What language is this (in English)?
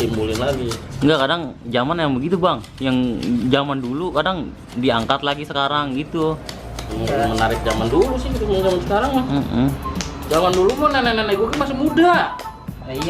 Betawi